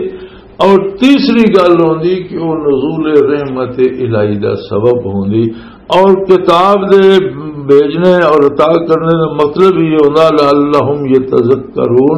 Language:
Western Panjabi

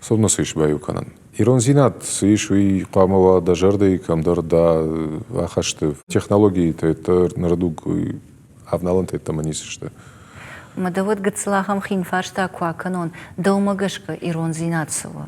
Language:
Ossetic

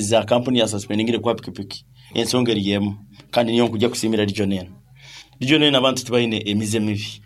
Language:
Nyankole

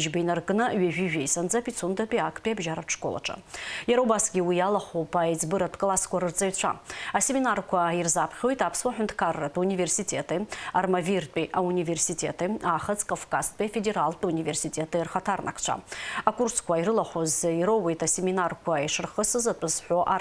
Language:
Abkhazian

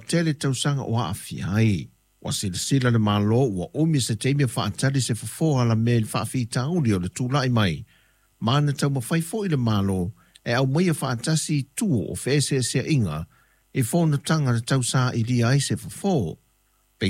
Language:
Samoan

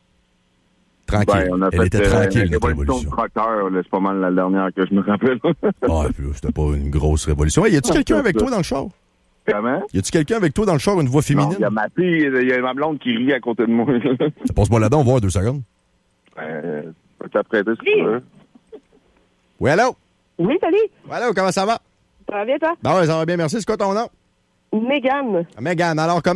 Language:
French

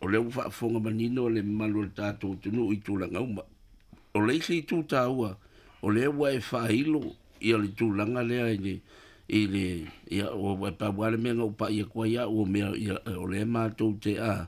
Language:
Samoan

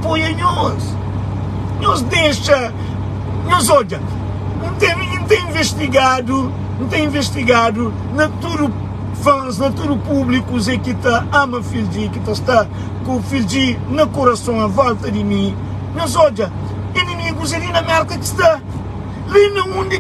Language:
Kabuverdianu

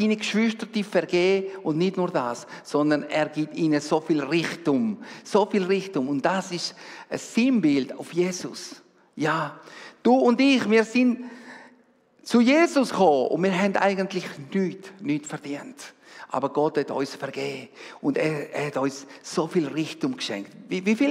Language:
Swiss German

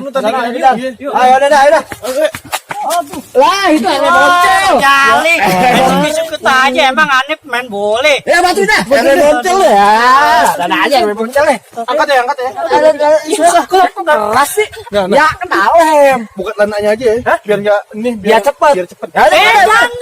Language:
Betawi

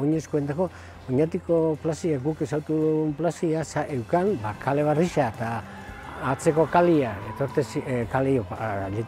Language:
Basque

